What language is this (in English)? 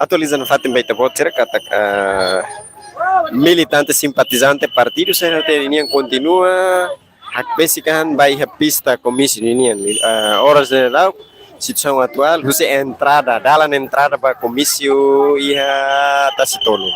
Tetum